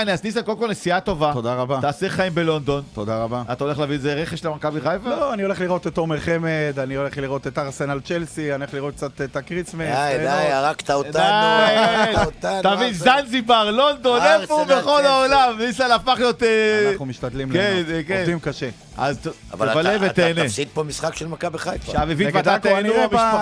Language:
Hebrew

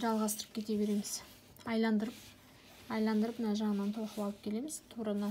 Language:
Kazakh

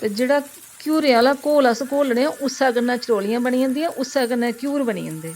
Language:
Dogri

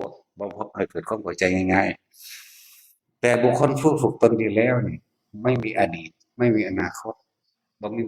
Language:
Northeastern Thai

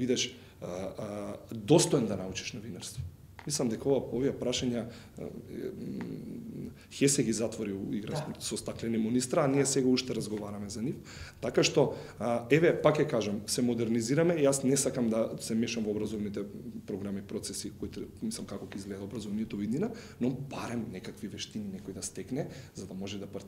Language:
Macedonian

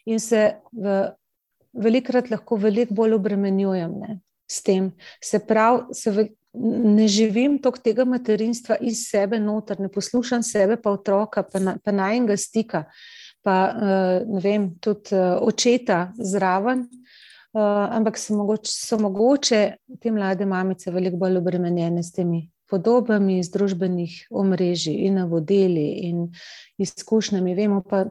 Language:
Slovenian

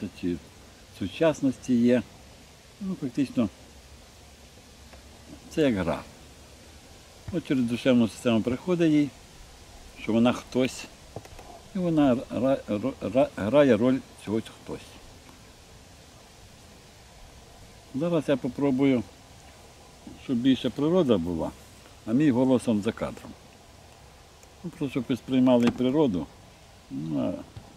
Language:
Ukrainian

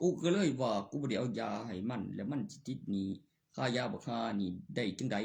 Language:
Northeastern Thai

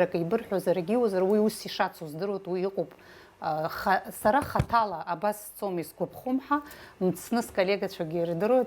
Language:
Abkhazian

